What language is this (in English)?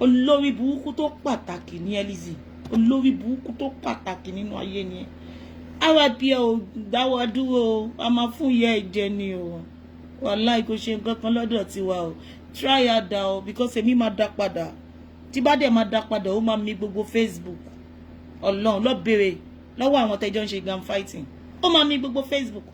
Yoruba